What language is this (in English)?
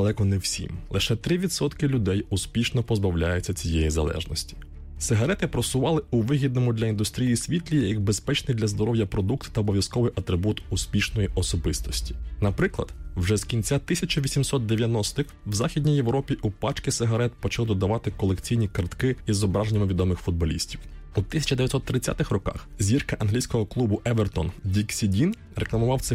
Ukrainian